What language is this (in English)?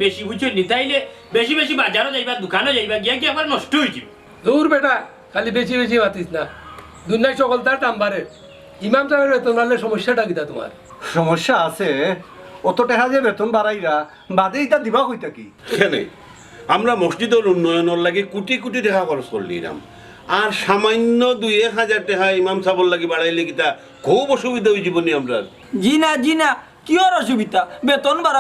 Sylheti